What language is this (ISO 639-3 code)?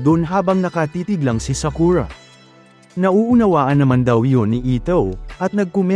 fil